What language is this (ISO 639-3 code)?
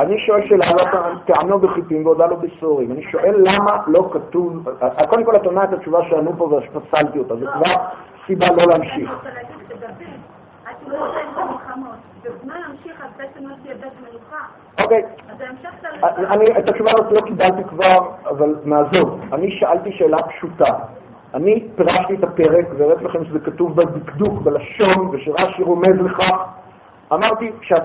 heb